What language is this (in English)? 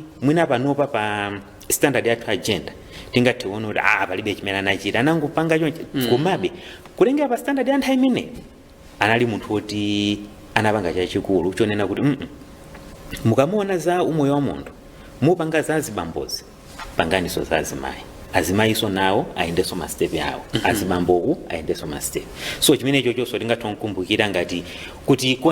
Nyanja